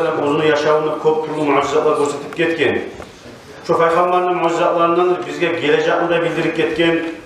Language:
Kumyk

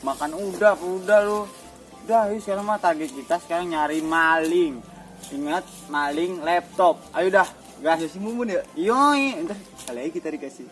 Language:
Betawi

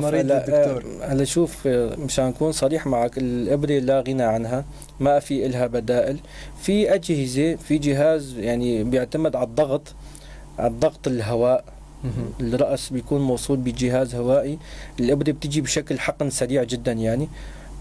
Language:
North Levantine Arabic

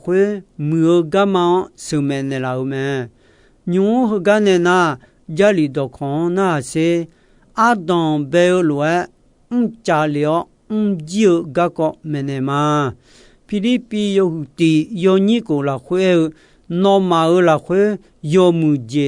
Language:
Akha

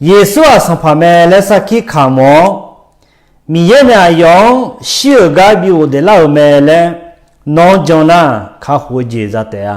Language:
Akha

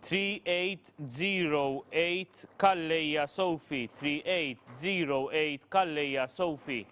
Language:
English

